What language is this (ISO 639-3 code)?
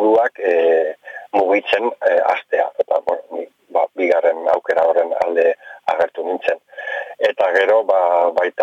eus